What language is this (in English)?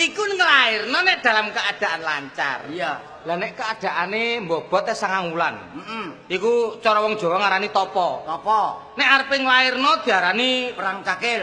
Javanese